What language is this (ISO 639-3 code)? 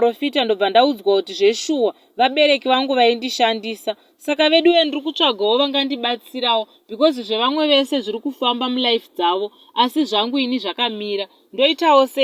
sna